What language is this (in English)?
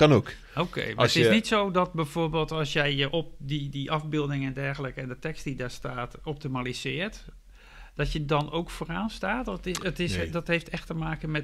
Dutch